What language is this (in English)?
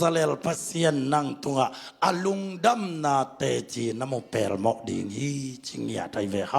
Tedim Chin